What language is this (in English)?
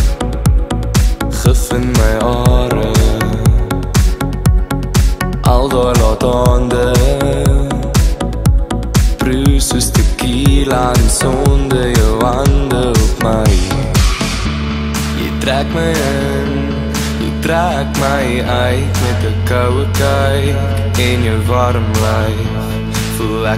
Afrikaans